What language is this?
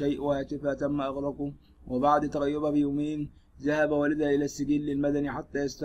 Arabic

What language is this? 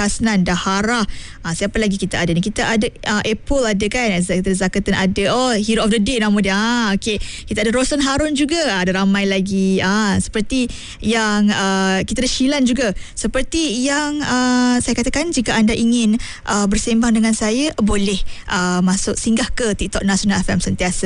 Malay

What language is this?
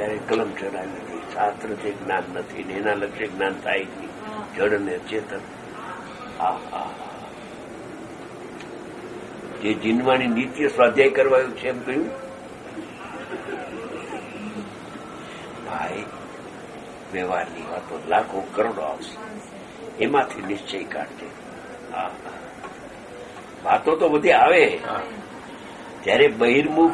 Gujarati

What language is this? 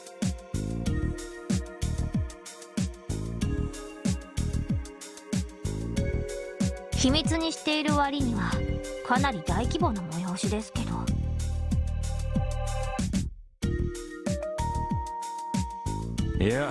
Japanese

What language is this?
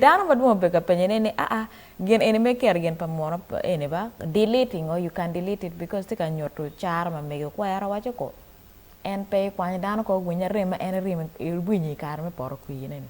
Acoli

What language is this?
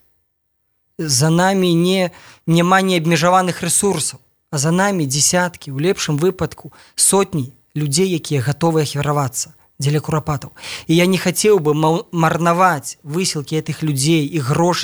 Belarusian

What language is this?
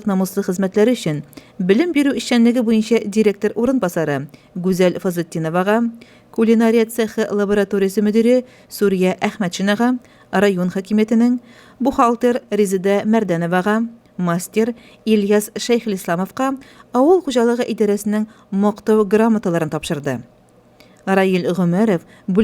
Tatar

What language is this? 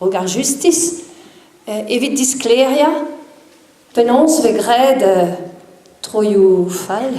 Breton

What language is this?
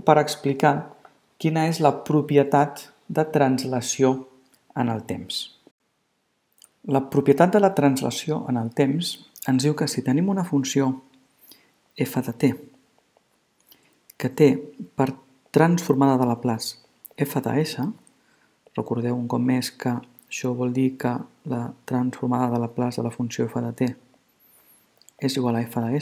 Catalan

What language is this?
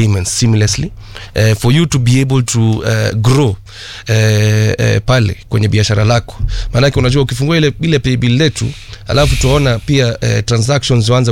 Swahili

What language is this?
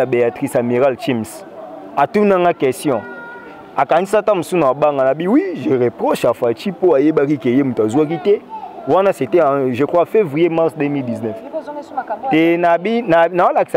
Lingala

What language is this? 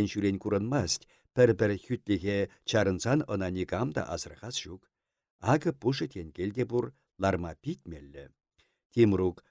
Chuvash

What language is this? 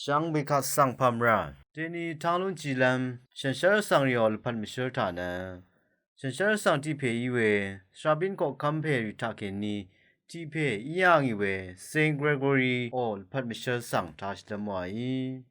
Rawang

